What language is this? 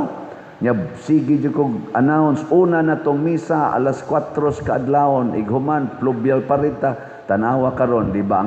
Cebuano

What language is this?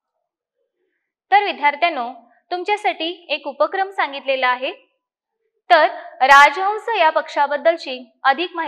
Marathi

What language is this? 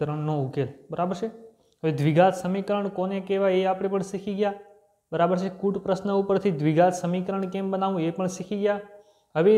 Gujarati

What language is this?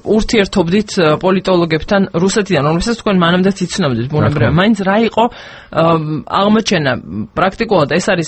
Georgian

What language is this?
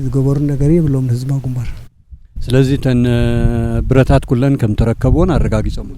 Tigrinya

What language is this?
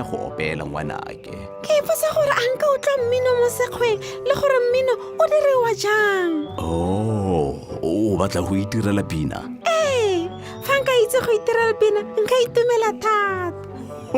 Tswana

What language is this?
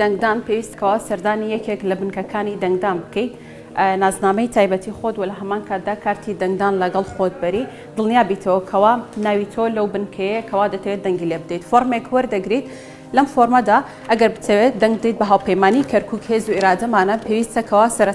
Central Kurdish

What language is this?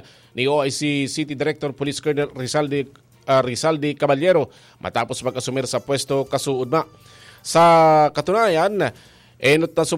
Bikol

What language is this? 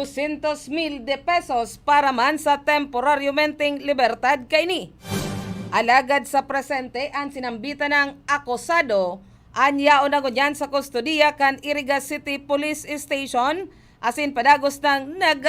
Bikol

